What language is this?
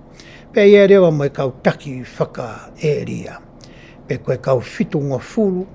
Tongan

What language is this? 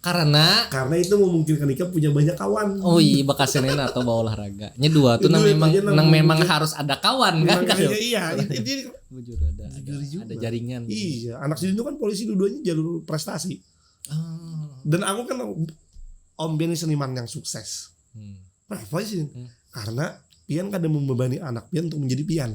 Banjar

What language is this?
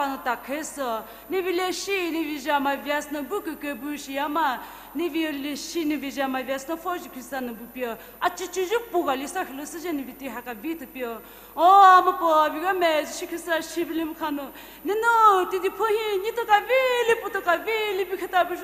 Poumei Naga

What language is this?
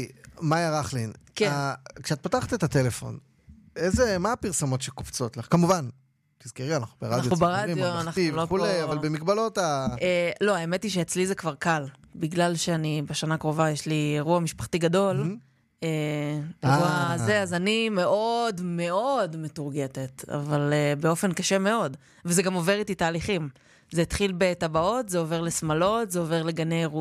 Hebrew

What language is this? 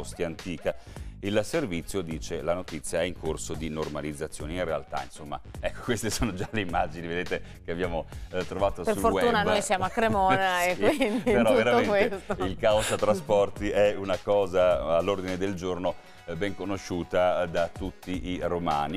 Italian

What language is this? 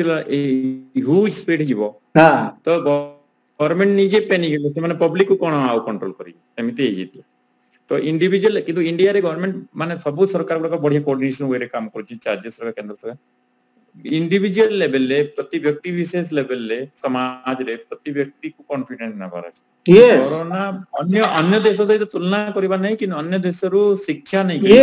Odia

